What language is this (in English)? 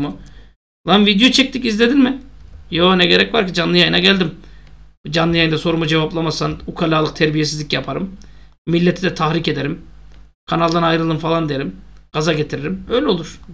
Turkish